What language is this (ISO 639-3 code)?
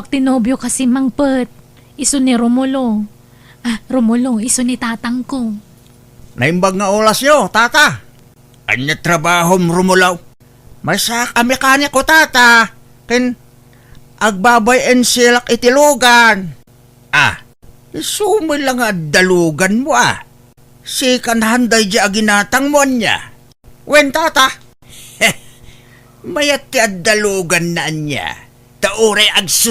ilo